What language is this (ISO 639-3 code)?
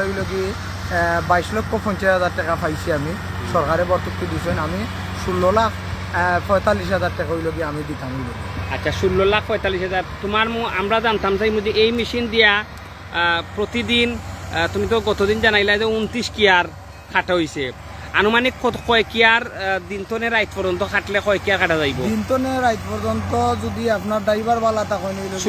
syl